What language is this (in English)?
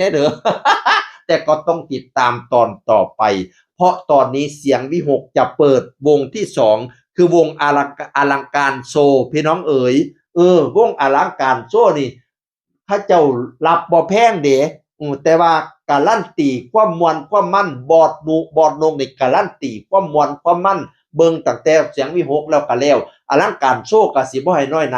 Northeastern Thai